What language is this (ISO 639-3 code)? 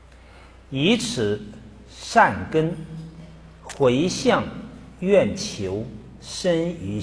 zho